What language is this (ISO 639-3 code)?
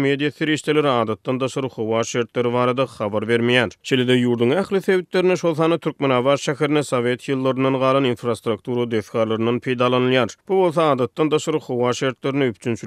tuk